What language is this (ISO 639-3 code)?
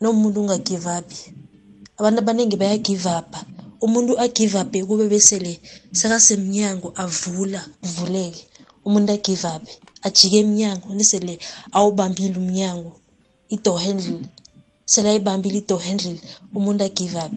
nbl